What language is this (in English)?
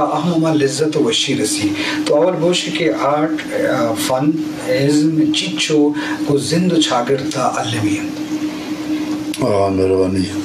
Eastern Balochi